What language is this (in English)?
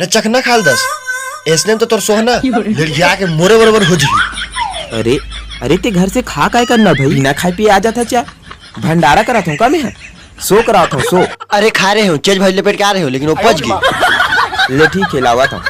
Chhattisgarhi